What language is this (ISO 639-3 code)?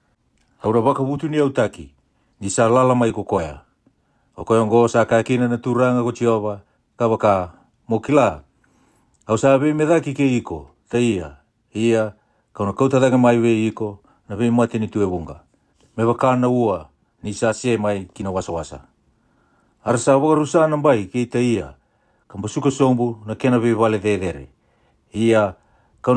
fij